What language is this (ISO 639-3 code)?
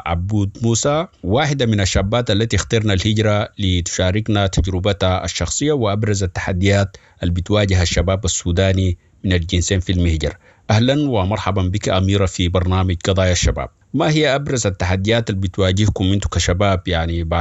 apd